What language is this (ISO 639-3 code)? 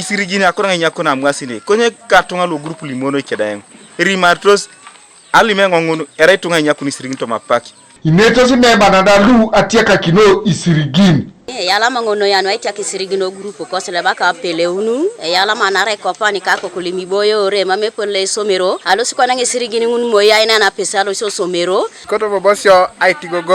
teo